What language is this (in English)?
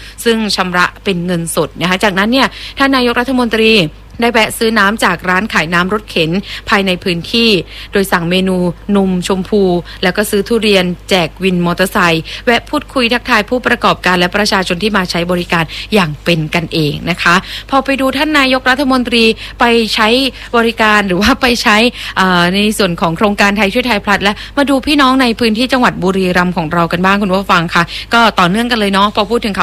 Thai